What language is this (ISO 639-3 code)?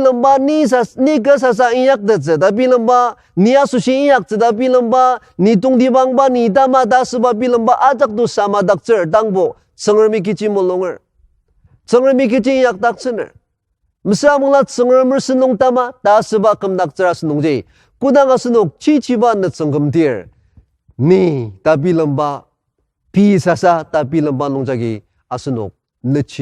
njo